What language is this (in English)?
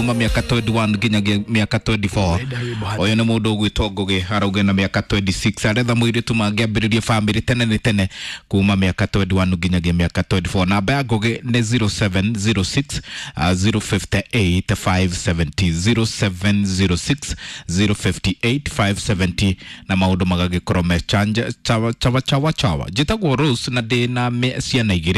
Kikuyu